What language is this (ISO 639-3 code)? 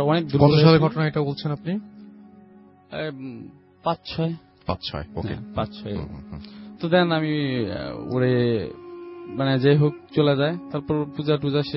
ben